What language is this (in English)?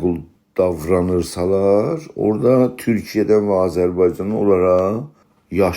South Azerbaijani